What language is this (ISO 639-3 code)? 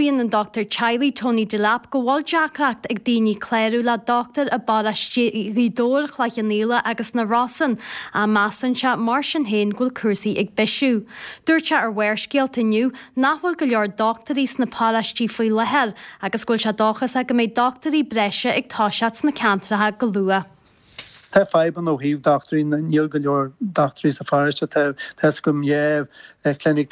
gle